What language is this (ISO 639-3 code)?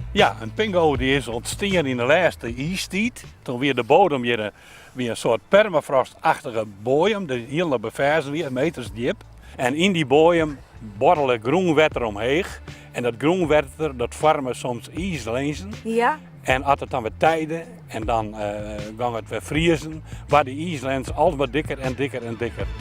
fry